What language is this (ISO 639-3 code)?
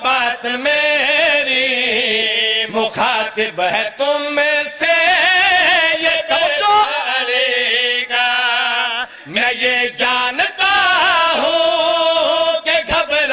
urd